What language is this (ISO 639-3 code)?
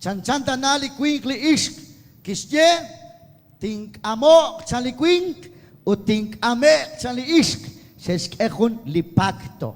kek